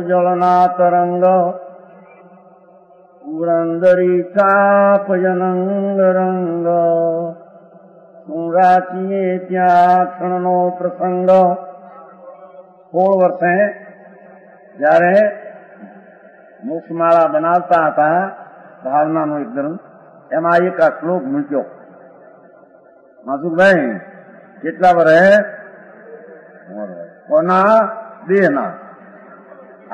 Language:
Gujarati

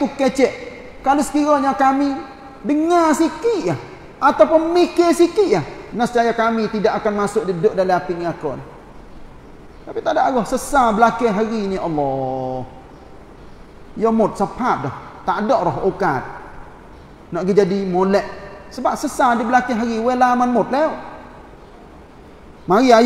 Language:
Malay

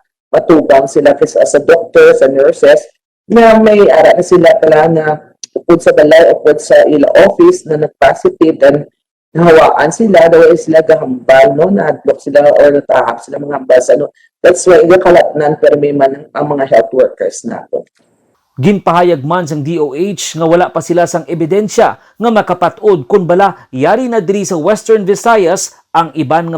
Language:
Hiligaynon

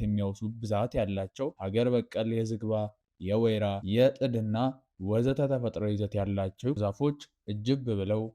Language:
Amharic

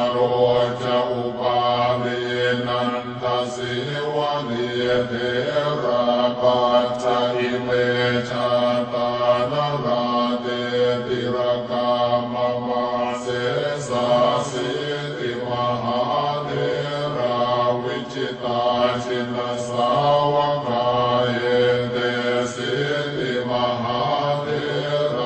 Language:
Pali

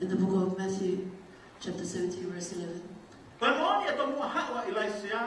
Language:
Tongan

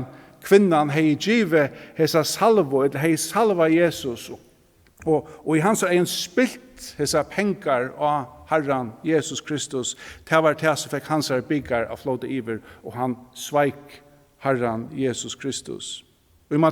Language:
Faroese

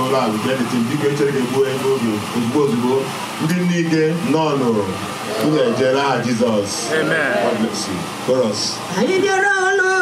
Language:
Igbo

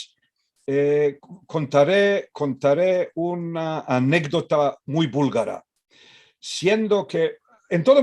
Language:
Ladino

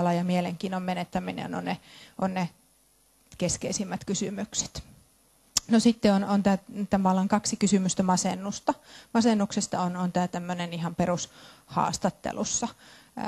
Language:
Finnish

